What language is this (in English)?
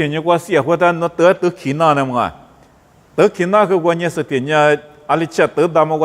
Lisu